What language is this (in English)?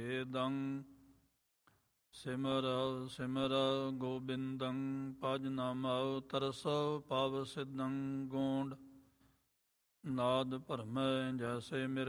Punjabi